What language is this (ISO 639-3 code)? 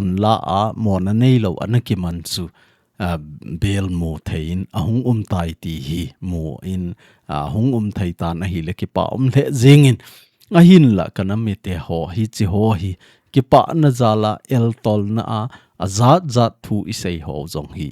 tcz